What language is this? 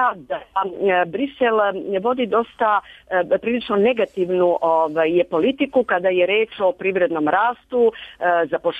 Serbian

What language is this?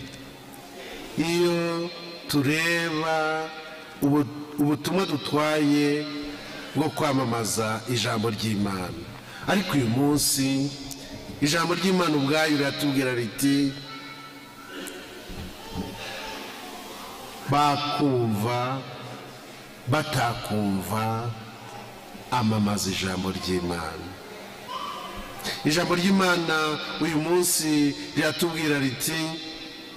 Kinyarwanda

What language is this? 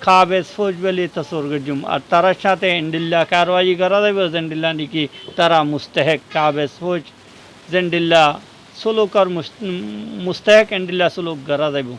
Rohingya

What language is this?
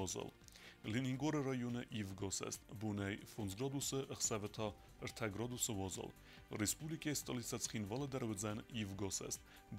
Ossetic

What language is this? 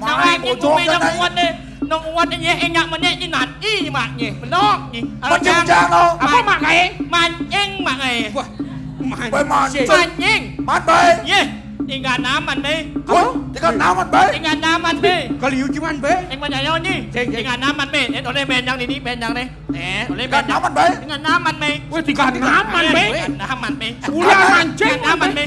Balinese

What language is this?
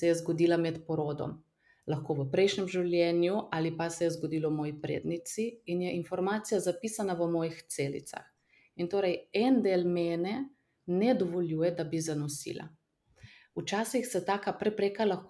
Slovenian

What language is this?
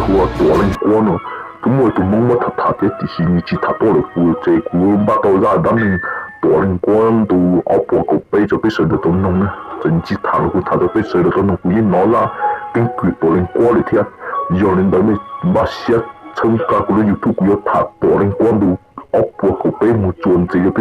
Hmong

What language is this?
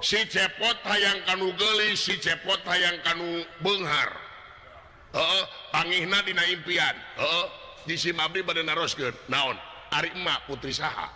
Sundanese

